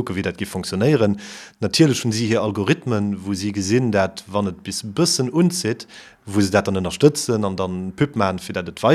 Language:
Luxembourgish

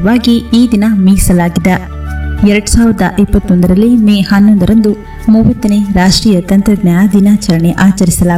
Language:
Kannada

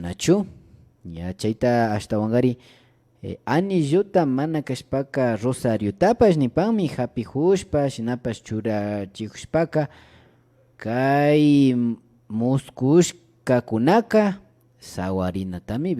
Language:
Imbabura Highland Quichua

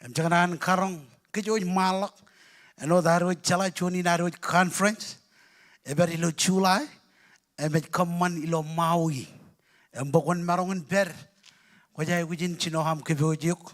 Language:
Marshallese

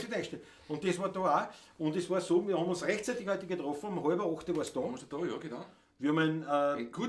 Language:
Bavarian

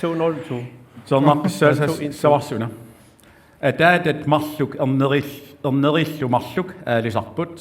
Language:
Kalaallisut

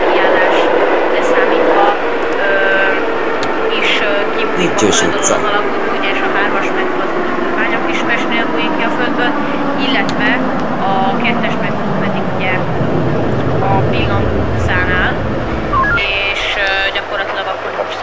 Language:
Hungarian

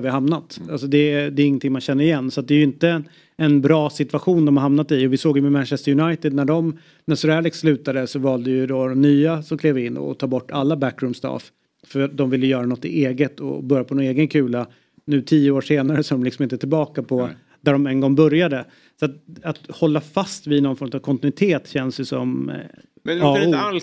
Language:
Swedish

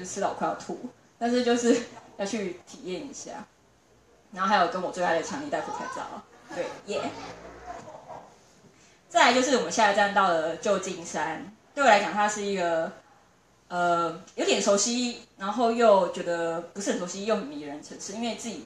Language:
Chinese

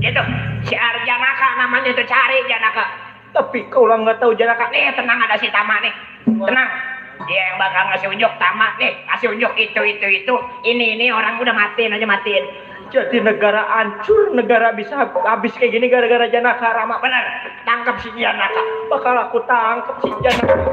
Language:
Betawi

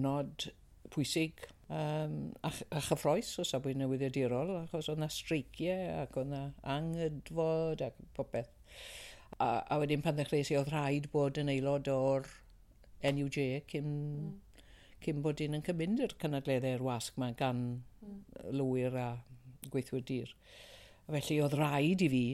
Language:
Welsh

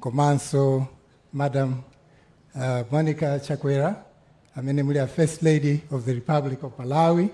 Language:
Nyanja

